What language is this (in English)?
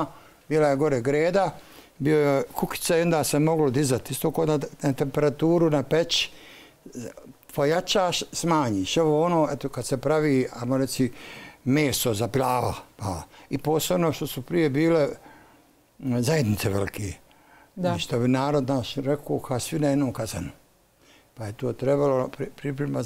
Bosnian